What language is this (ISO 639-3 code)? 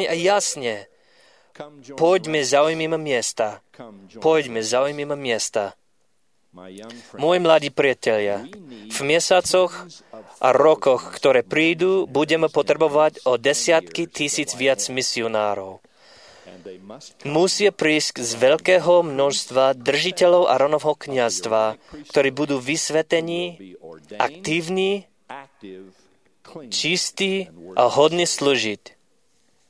slk